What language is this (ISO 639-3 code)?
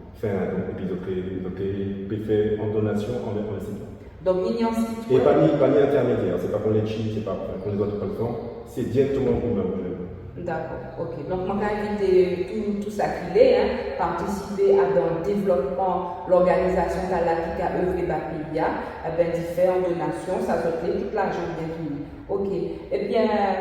gcf